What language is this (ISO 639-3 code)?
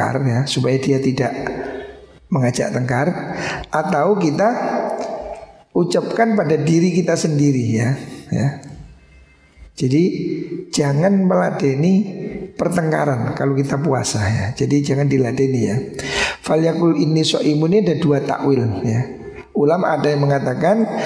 ind